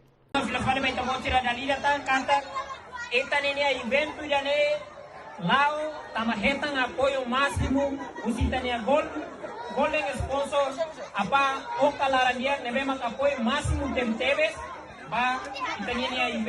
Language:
Tetum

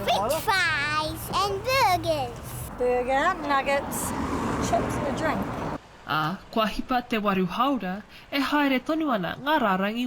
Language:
Māori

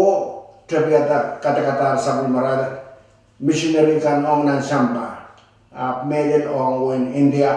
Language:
Pohnpeian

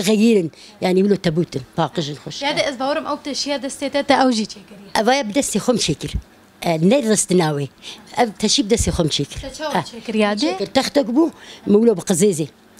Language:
Kurdish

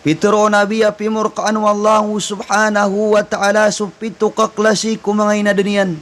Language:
Maranao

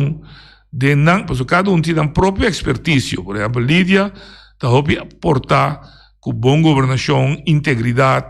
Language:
Papiamento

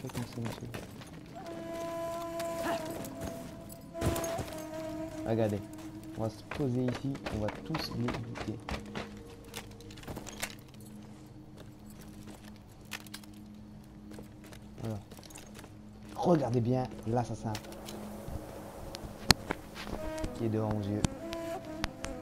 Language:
French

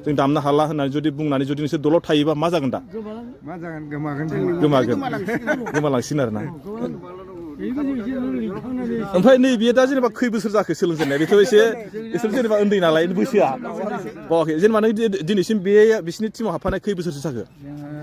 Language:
Bodo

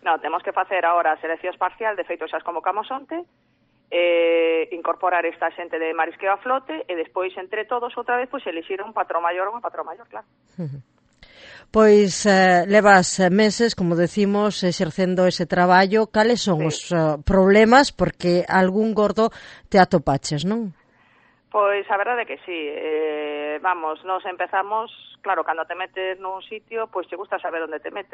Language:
Galician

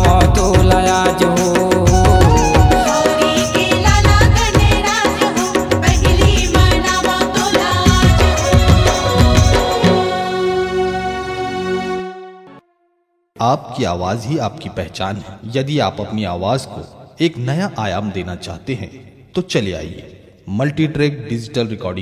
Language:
Chhattisgarhi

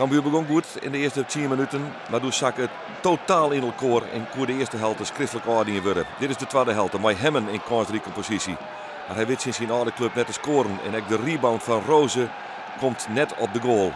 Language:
Western Frisian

